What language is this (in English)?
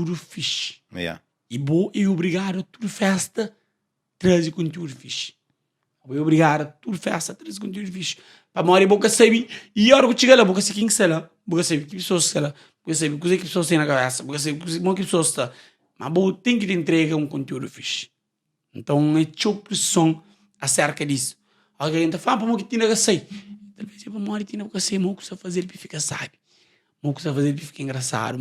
Kabuverdianu